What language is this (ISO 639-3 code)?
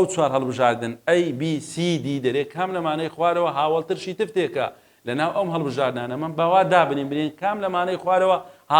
ckb